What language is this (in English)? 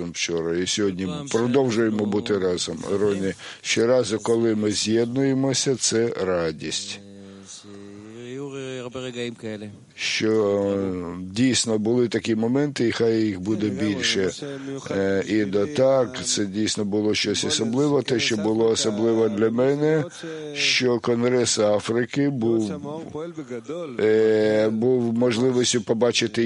Ukrainian